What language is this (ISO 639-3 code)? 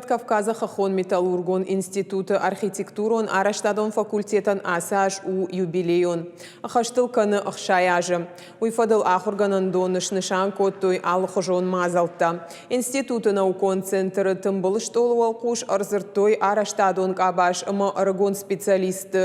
oss